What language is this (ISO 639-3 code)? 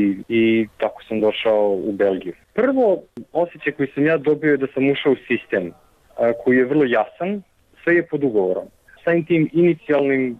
bos